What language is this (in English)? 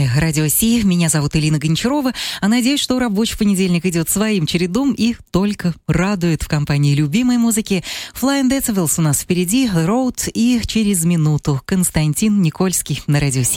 Russian